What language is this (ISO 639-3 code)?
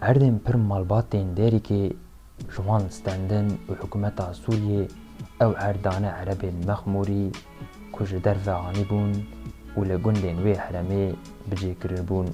kur